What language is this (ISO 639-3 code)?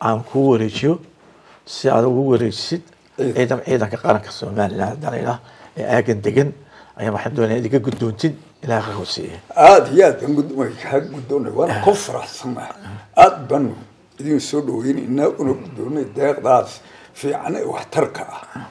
som